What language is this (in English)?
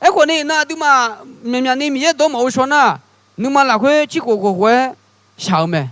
Akha